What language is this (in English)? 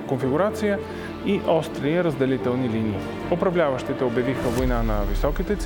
Bulgarian